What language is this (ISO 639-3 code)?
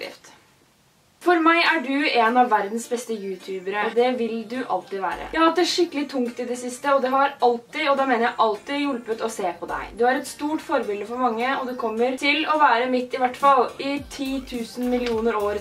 nor